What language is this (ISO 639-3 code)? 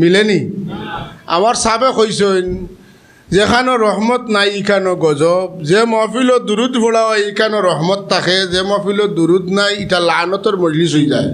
syl